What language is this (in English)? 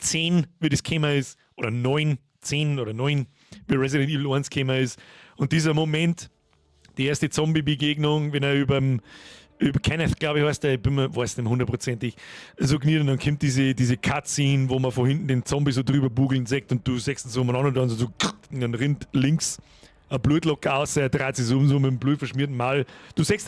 Bavarian